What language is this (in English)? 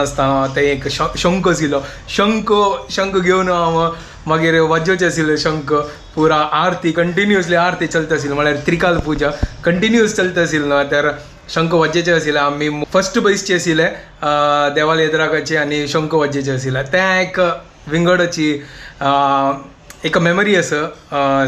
Konkani